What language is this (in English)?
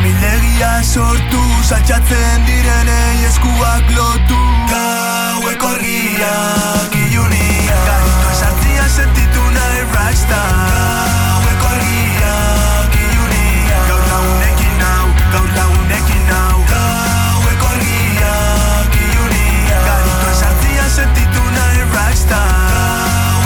Basque